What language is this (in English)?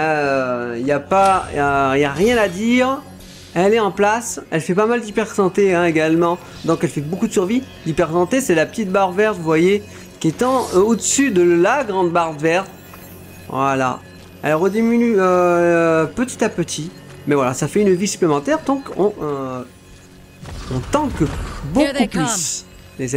French